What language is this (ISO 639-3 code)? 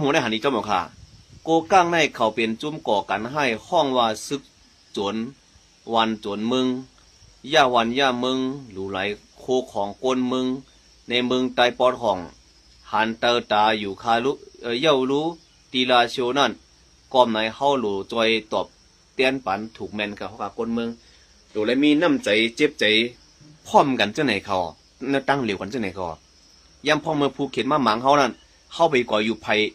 shn